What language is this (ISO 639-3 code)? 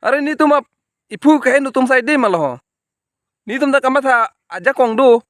mjw